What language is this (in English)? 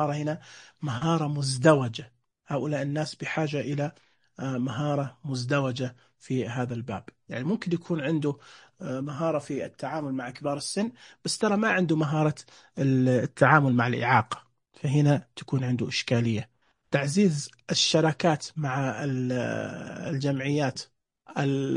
Najdi Arabic